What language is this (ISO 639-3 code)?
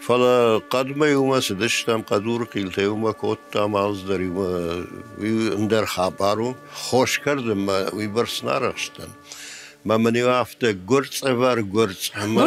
oss